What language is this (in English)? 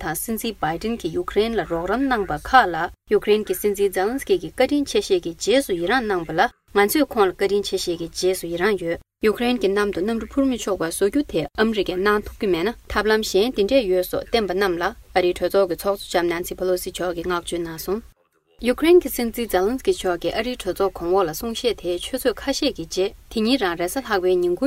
Tibetan